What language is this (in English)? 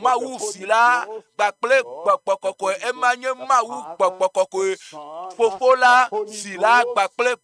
Ewe